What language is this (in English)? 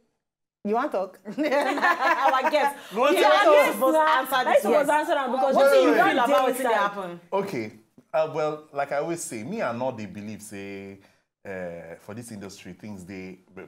Nigerian Pidgin